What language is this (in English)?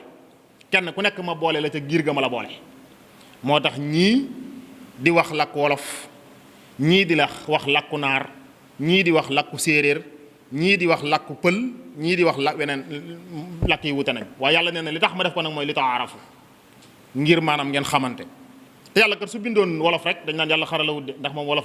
Wolof